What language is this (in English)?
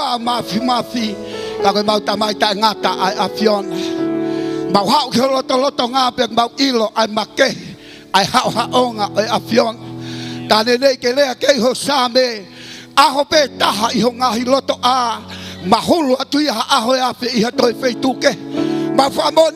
Tongan